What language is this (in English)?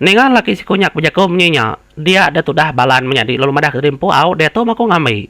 Iban